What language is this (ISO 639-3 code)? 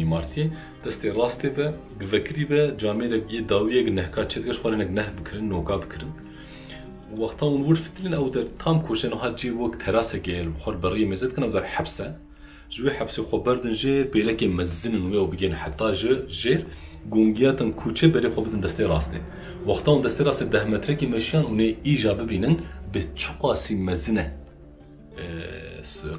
kur